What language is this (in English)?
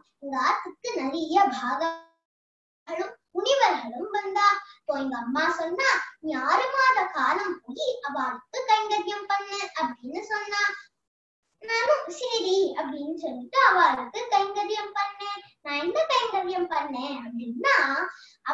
Tamil